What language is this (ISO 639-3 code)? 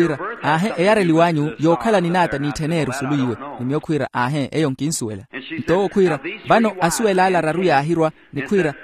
vmw